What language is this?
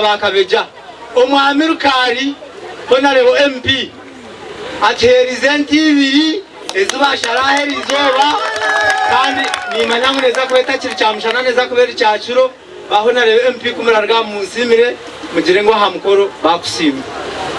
Nyankole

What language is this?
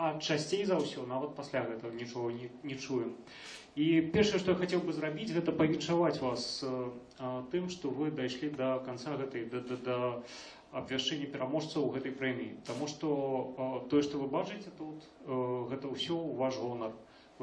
Belarusian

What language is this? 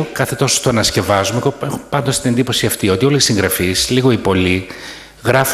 Greek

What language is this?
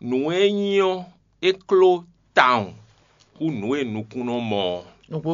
Fon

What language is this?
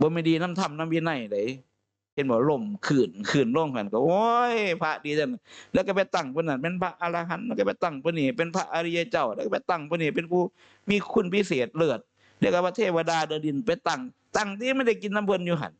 Northeastern Thai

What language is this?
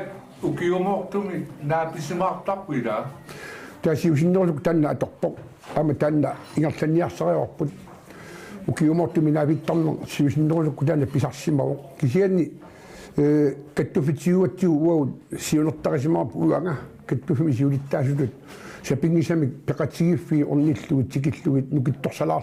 Kalaallisut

